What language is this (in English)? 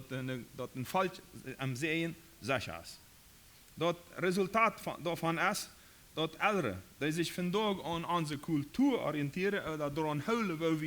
Plautdietsch